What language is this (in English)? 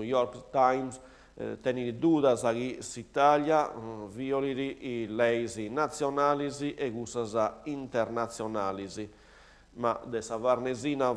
Sardinian